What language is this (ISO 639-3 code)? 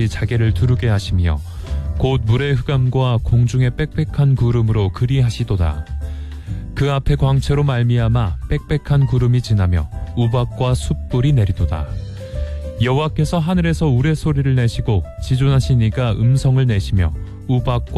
kor